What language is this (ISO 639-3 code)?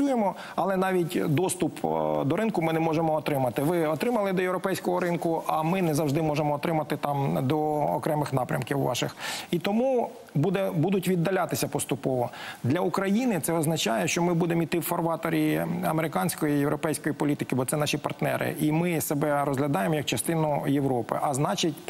ukr